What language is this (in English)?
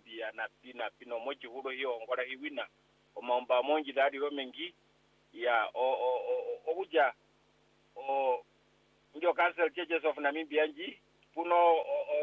Swahili